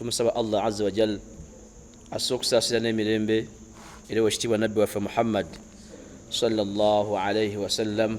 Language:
Ganda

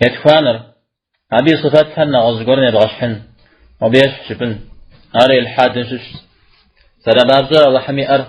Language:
Kabardian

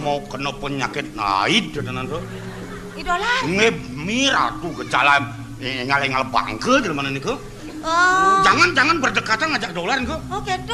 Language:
Balinese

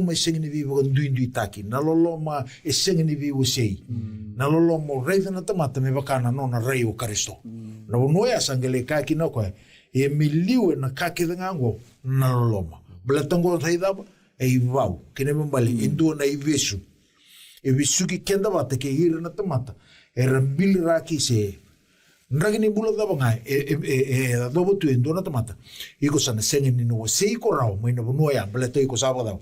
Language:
Fijian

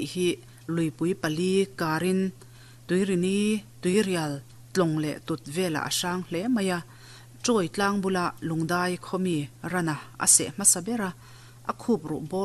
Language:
Mizo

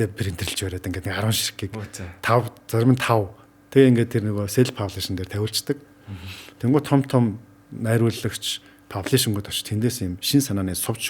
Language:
Mongolian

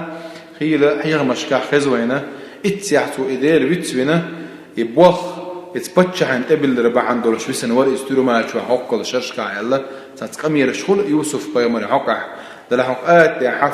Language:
Chechen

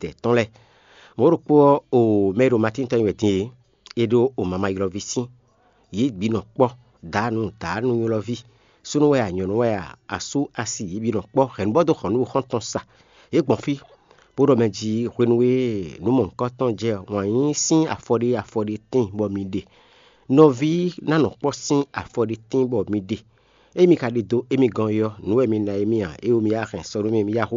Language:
Fon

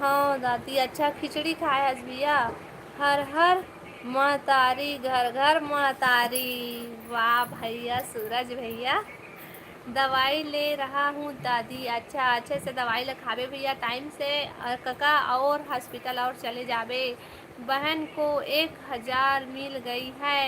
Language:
Chhattisgarhi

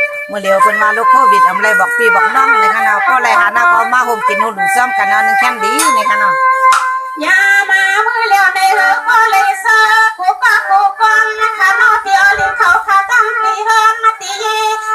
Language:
Shan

